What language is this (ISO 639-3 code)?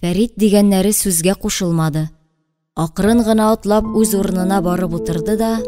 tat